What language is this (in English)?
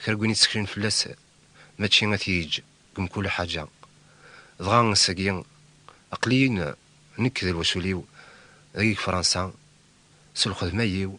Kabyle